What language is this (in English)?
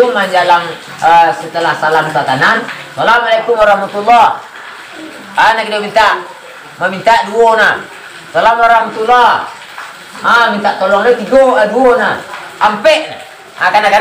Minangkabau